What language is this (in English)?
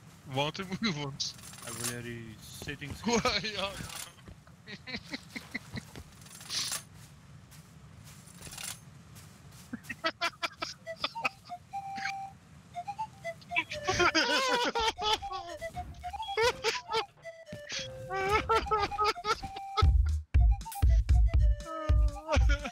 Afrikaans